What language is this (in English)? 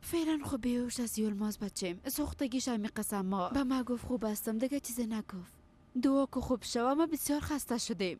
Persian